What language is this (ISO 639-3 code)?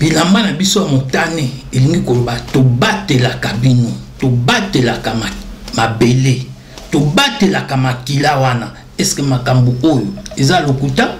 lin